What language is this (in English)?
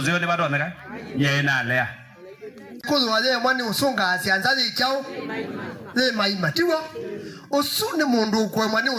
Kamba